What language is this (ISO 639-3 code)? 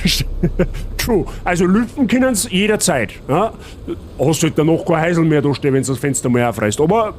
bar